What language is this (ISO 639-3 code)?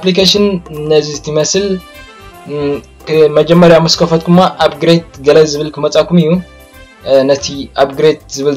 tir